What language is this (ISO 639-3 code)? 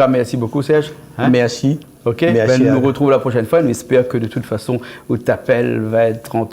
rcf